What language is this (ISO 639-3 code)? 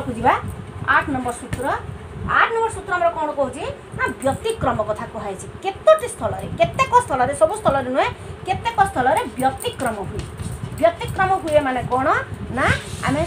ori